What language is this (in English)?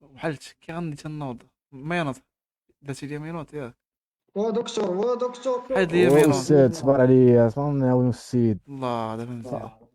Moroccan Arabic